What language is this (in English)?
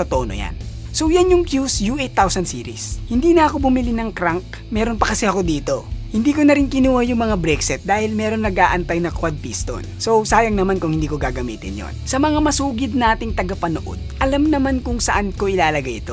Filipino